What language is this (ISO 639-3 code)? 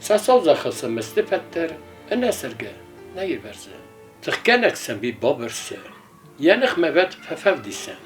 oss